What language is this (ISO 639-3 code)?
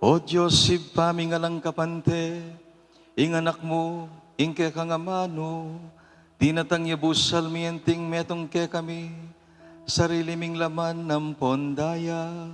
pam